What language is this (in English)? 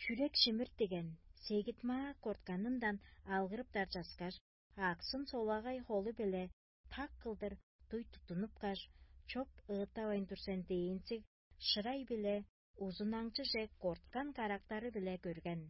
Tuvinian